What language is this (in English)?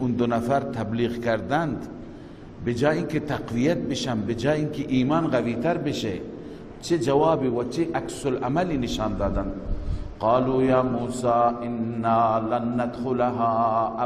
Persian